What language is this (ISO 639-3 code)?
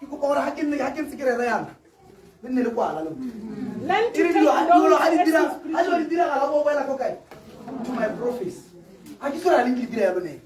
tsn